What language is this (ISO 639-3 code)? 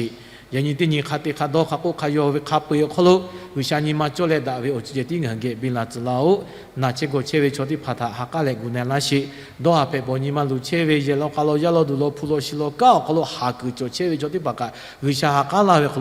lhu